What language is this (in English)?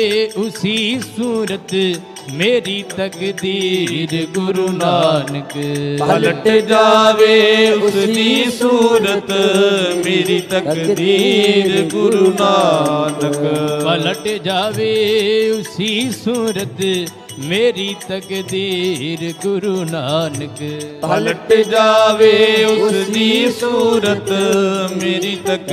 Punjabi